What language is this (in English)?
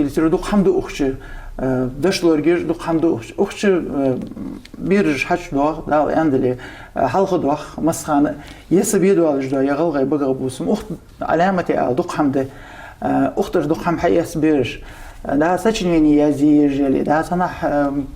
Ingush